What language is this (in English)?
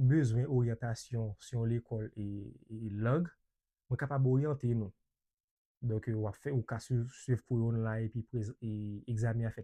Haitian Creole